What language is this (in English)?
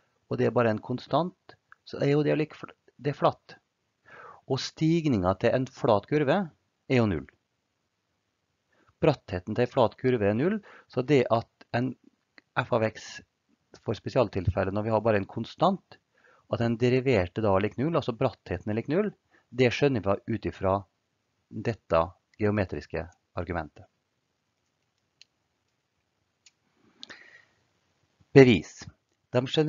Norwegian